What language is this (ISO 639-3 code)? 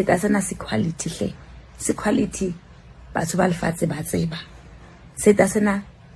sot